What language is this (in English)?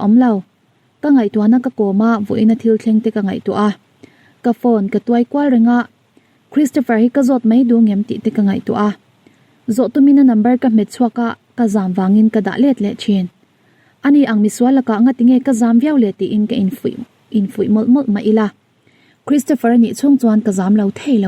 Mizo